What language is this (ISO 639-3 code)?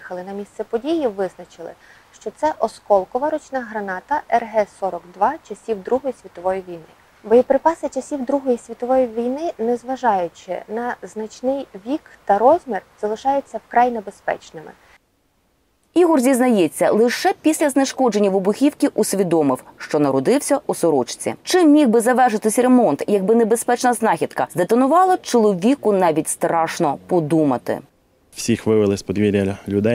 ukr